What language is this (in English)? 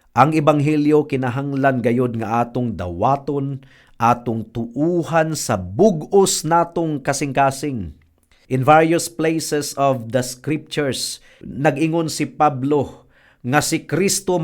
Cebuano